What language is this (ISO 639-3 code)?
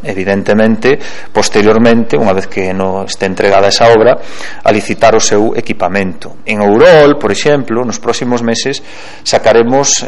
glg